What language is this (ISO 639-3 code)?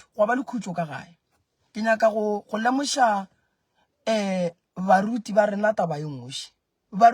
nso